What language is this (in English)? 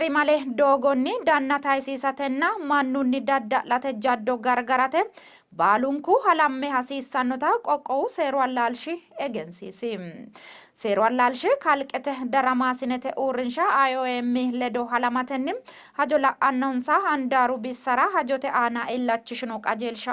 Sidamo